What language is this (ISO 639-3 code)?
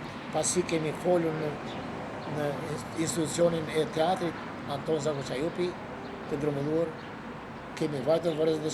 sqi